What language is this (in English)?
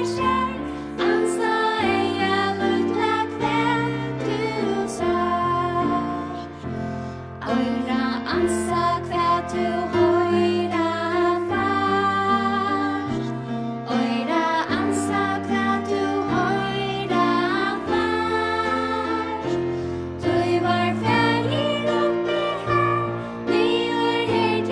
Faroese